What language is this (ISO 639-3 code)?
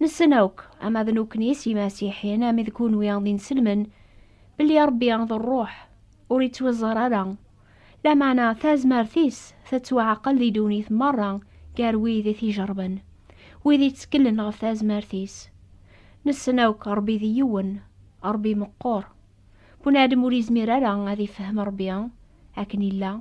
kab